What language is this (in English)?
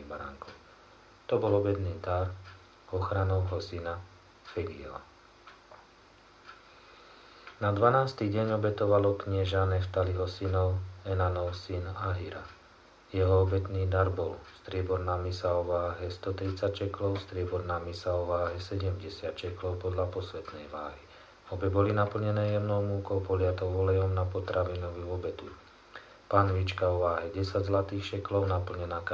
Slovak